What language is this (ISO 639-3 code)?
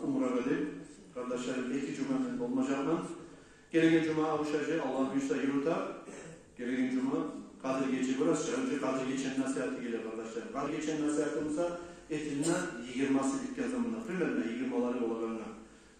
kum